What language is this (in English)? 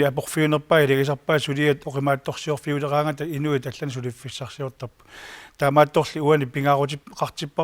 Kalaallisut